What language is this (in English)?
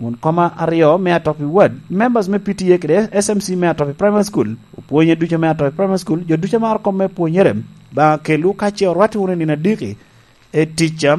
Lango (Uganda)